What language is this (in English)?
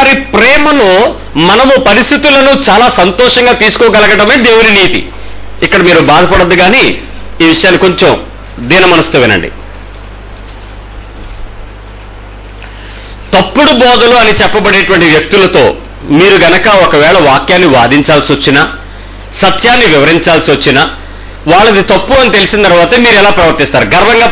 Telugu